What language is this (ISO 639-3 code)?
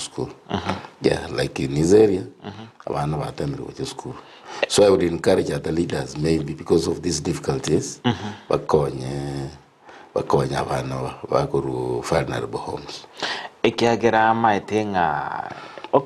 guz